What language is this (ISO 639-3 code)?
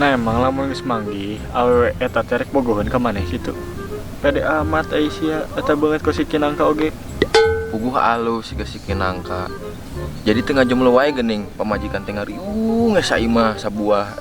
sun